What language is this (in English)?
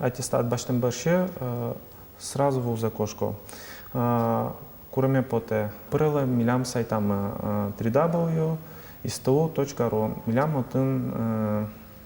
Udmurt